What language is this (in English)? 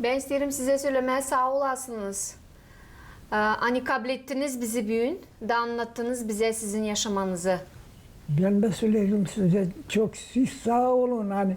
Gagauz